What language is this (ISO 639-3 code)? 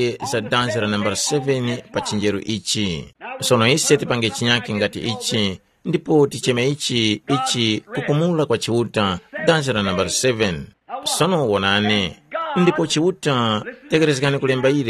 tum